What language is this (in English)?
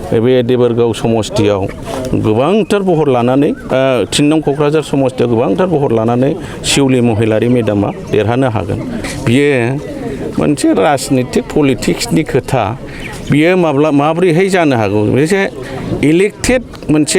Bodo